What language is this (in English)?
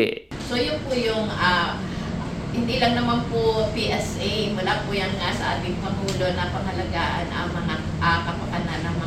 Filipino